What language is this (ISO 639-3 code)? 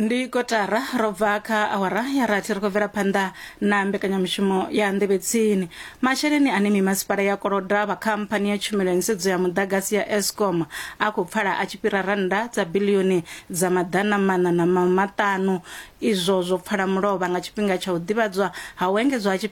ven